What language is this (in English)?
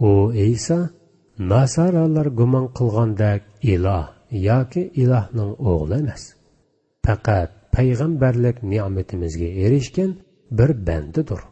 Uyghur